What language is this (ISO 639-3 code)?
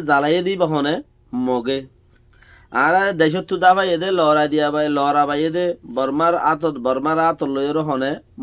rhg